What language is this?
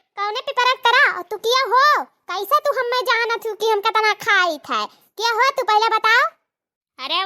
Awadhi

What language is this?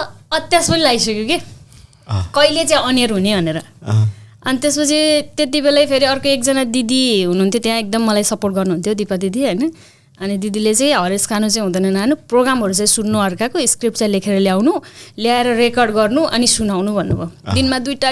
Nepali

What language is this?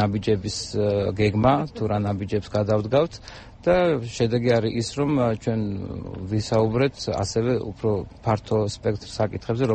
Georgian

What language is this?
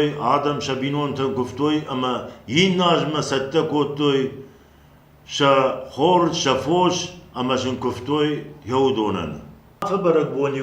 Ossetic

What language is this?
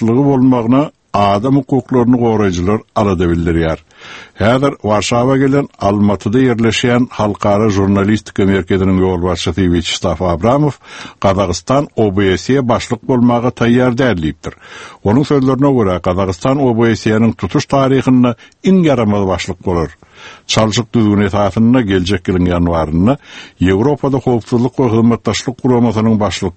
Turkmen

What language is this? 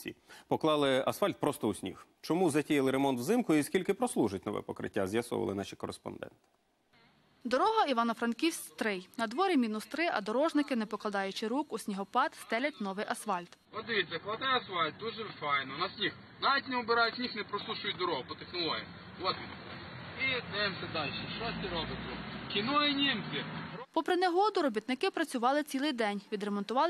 Ukrainian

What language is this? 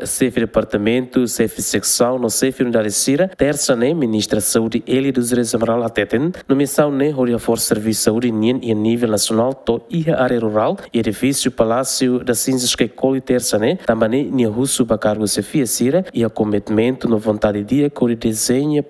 Tetum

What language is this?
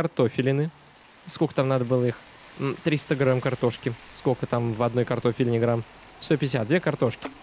Russian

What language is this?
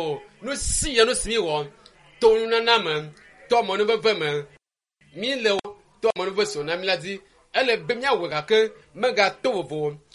Ewe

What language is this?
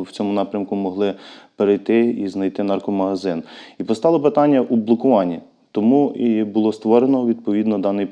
Ukrainian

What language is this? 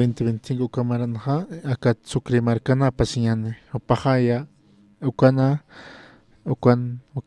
Aymara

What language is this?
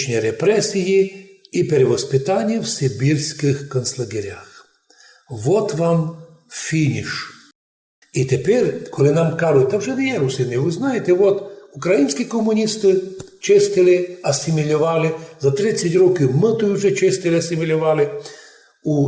Rusyn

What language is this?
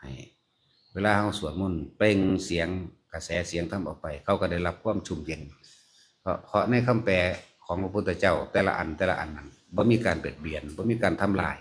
Northeastern Thai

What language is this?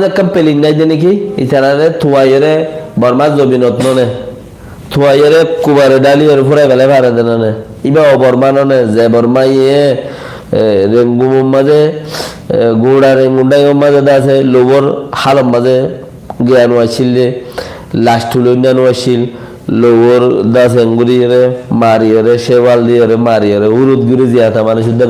Rohingya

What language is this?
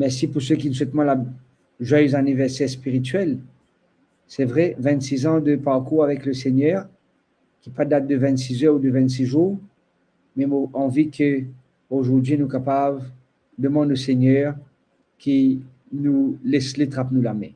Morisyen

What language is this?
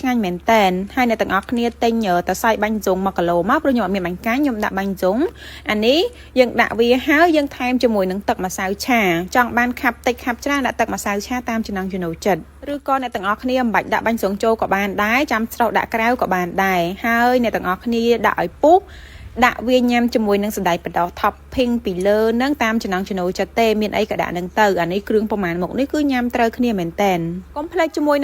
Khmer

